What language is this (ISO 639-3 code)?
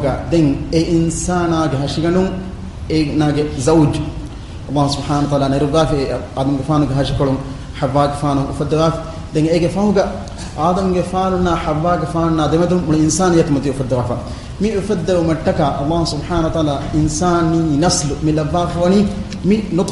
div